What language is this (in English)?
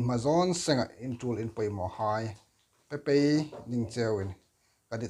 Hmar